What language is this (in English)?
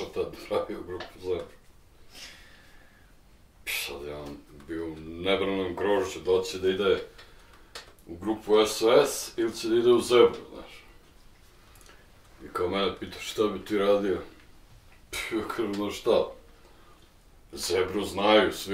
Serbian